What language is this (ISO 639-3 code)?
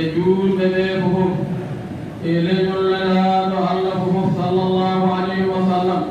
ful